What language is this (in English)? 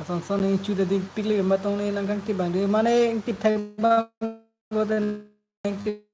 Karbi